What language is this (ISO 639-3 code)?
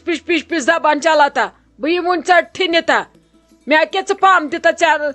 kas